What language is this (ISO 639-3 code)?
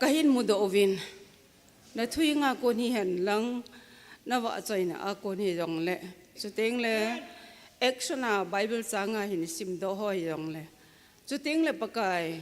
tcz